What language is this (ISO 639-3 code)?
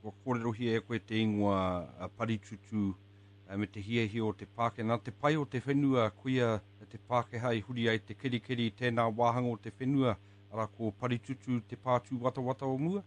mri